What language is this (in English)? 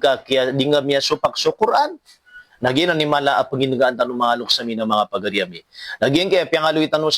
Maranao